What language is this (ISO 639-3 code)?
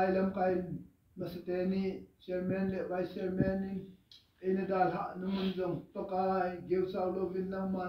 tcz